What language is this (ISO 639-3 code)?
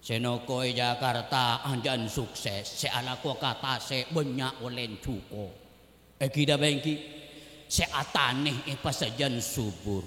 mad